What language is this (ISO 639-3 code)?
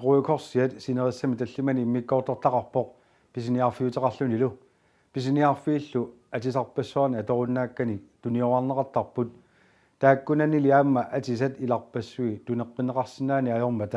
kal